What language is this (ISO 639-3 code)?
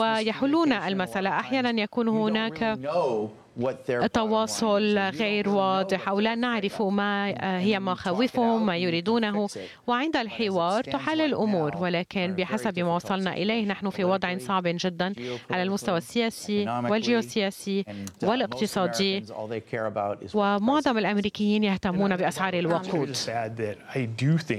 ara